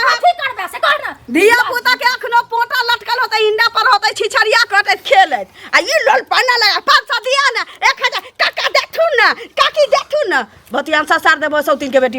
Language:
Maithili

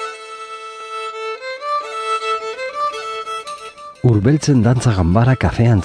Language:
Basque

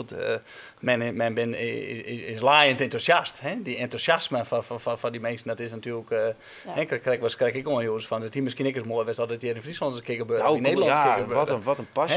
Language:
Western Frisian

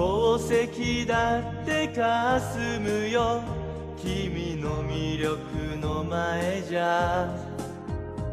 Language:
Japanese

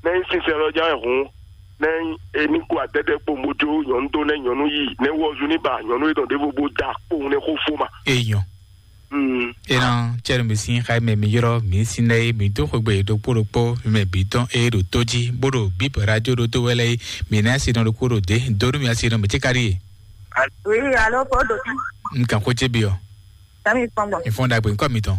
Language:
Fon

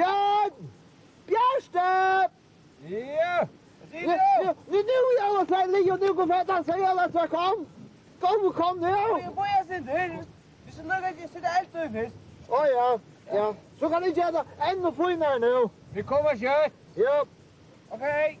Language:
Faroese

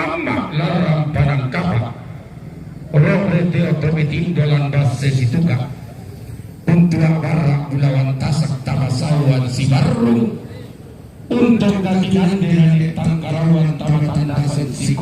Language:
Toraja-Sa'dan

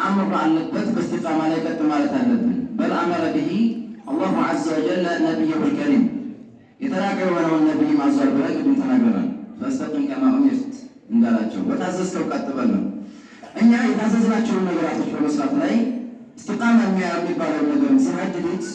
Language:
Amharic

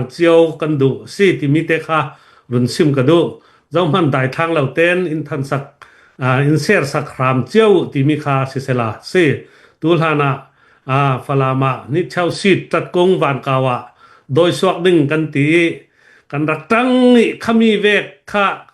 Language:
Hakha Chin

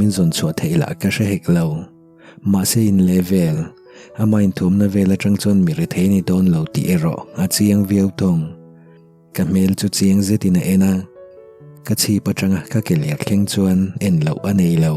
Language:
Mizo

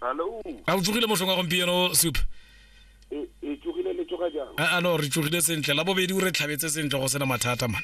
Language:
Tswana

